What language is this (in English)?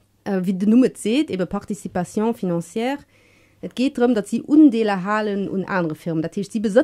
Luxembourgish